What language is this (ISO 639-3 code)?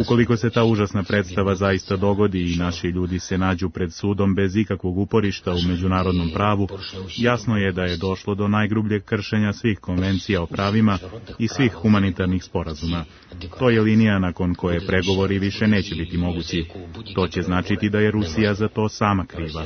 srp